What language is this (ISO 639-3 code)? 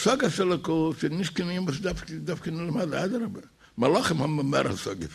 yid